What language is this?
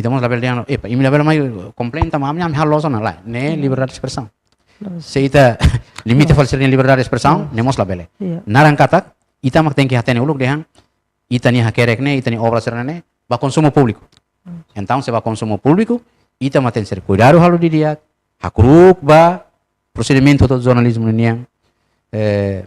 Tetum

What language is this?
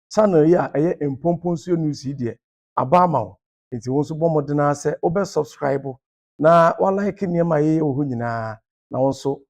Akan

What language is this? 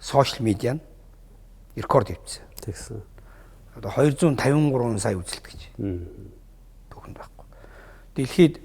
Mongolian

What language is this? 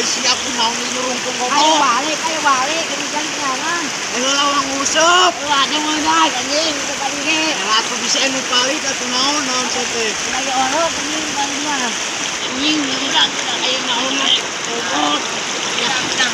Sundanese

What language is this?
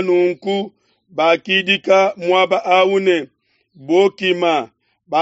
Luba-Lulua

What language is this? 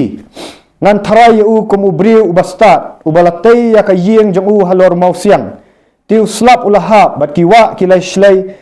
Khasi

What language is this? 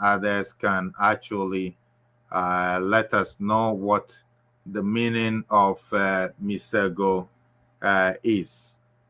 Ewe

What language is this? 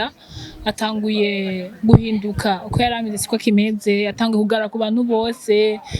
Rundi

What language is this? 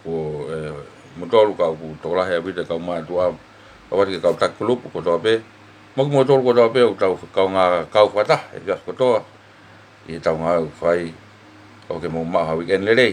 Tongan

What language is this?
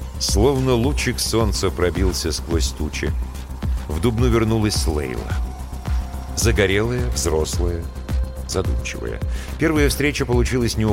Russian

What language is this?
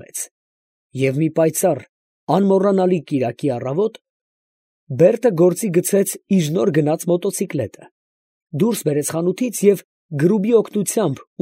Armenian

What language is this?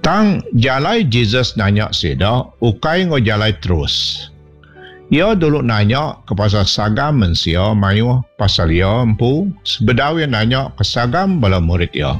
Iban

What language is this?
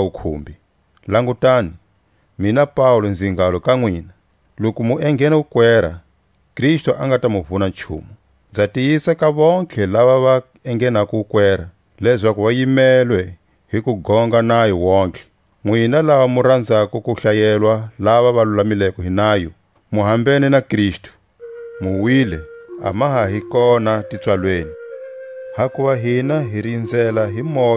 Tswa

